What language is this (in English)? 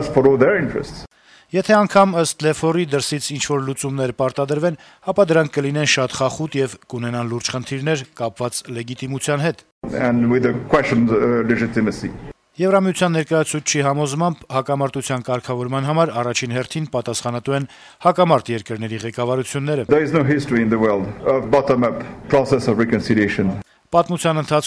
Armenian